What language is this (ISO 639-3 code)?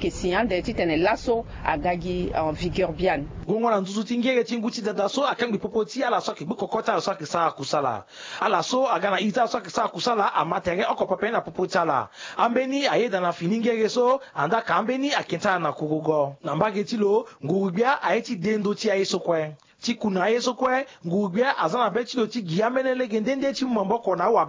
sag